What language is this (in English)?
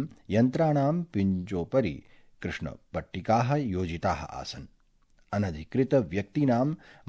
Sanskrit